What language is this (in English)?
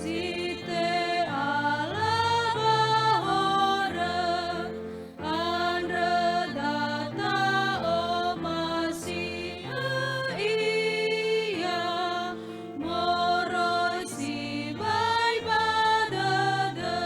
Nias